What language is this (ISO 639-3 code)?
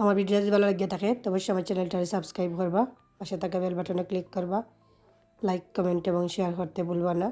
syl